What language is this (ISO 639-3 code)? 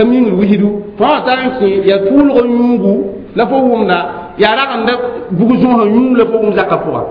mos